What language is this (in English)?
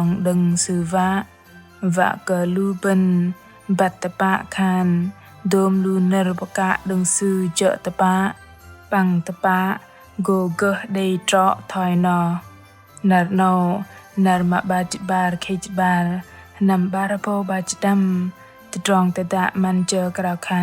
Bahnar